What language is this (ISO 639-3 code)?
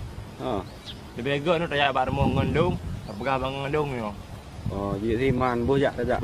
ace